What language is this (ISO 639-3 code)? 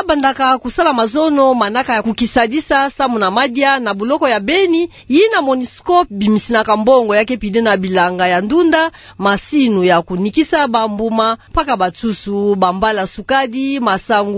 ktu